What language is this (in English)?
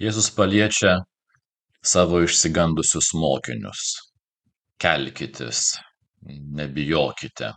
Lithuanian